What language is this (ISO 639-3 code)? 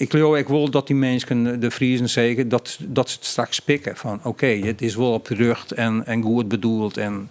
fry